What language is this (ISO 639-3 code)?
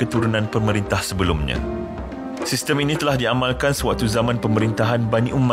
msa